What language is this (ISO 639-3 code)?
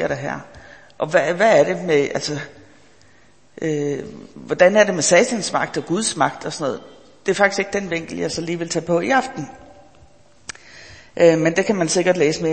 dan